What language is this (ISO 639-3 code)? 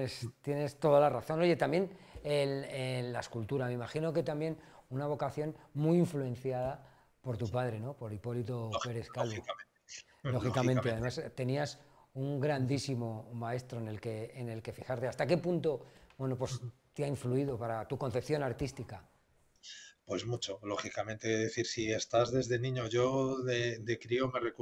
spa